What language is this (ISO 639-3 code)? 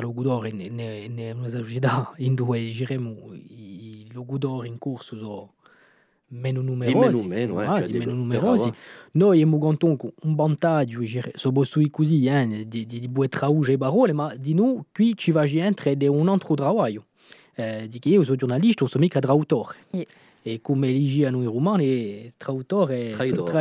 cos